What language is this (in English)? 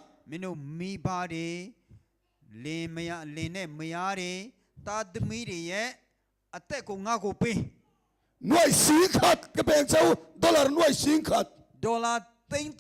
Mizo